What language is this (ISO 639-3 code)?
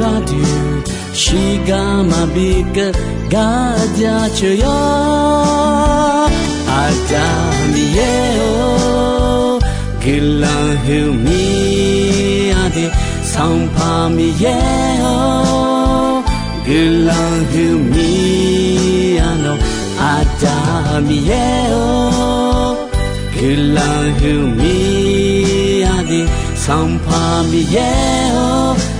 ahk